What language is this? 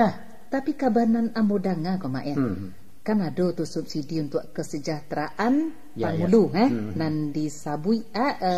Minangkabau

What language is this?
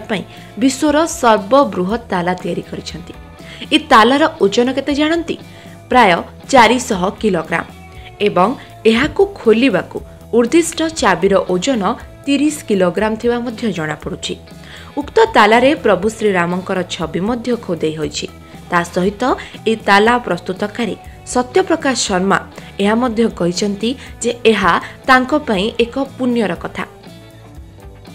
Odia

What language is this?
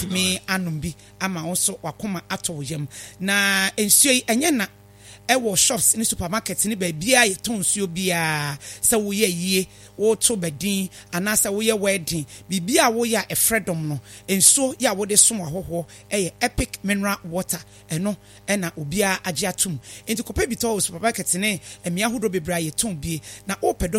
Akan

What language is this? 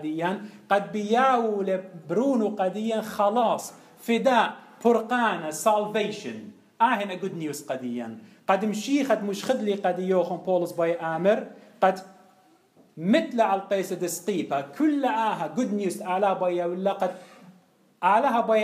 Assyrian Neo-Aramaic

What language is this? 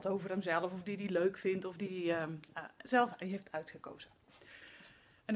Dutch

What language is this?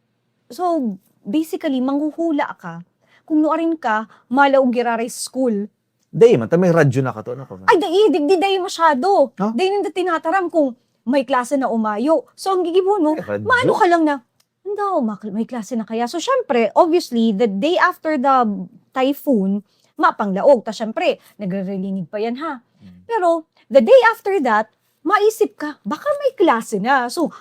Bikol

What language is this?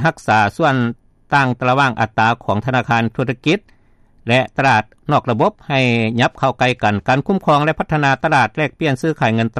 Lao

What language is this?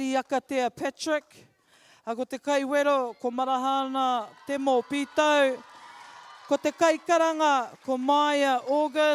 Māori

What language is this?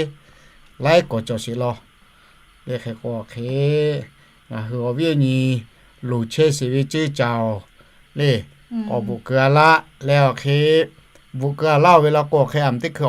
Lahu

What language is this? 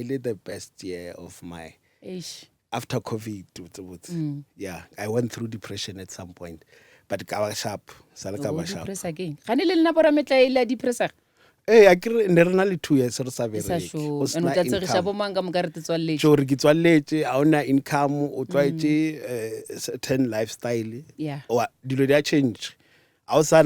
Northern Sotho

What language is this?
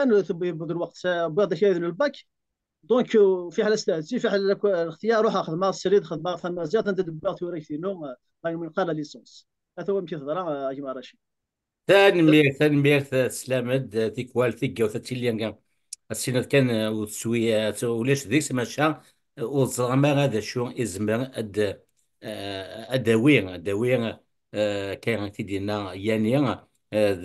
Kabyle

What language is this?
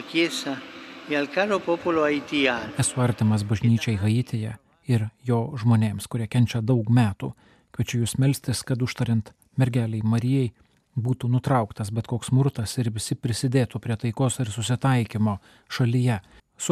Lithuanian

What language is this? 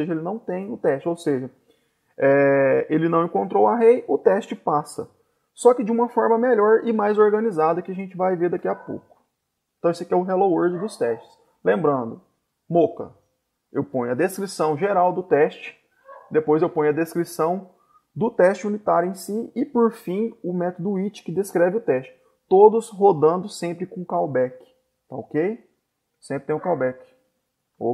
Portuguese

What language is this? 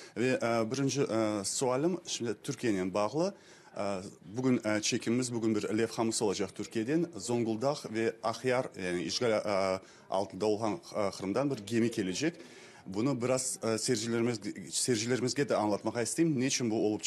Crimean Tatar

